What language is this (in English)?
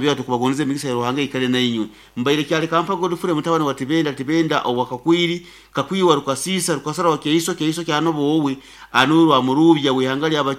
Nyoro